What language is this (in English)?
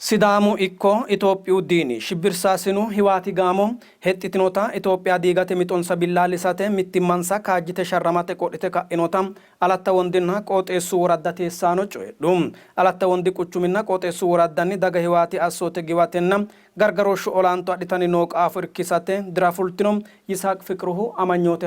Sidamo